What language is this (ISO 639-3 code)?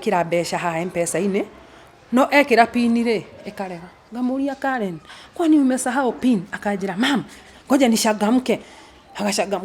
kik